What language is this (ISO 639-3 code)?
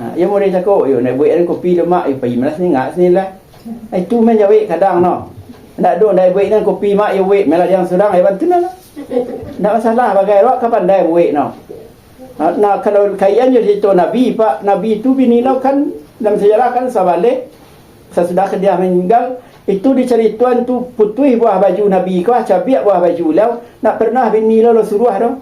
min